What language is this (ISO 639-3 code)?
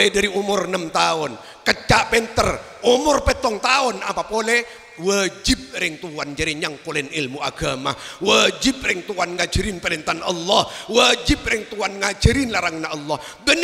mad